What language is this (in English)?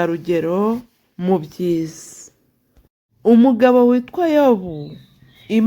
Kinyarwanda